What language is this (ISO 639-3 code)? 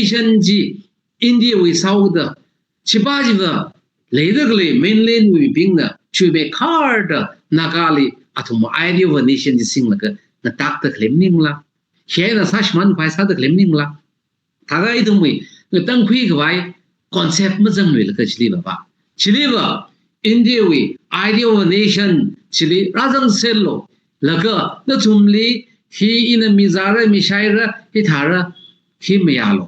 nmf